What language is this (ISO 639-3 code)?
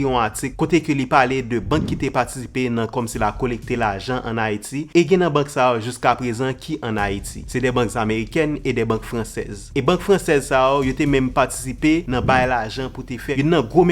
hat